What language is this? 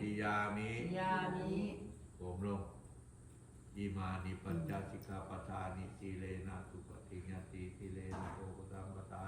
Pali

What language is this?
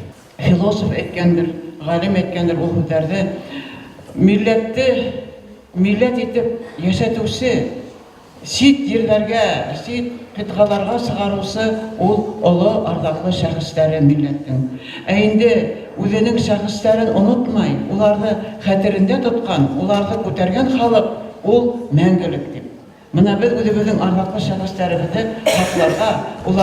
Bashkir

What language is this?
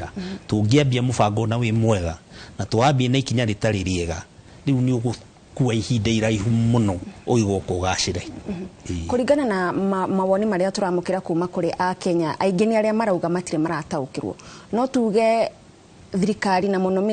Kikuyu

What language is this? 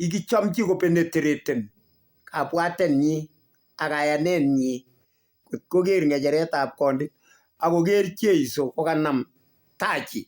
Kalenjin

